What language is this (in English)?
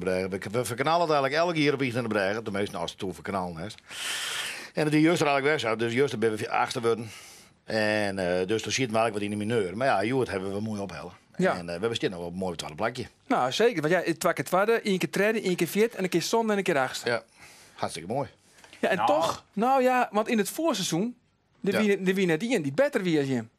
Western Frisian